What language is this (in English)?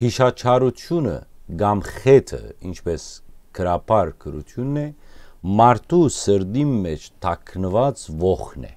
Western Armenian